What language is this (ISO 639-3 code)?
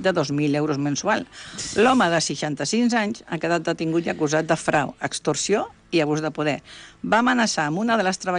cat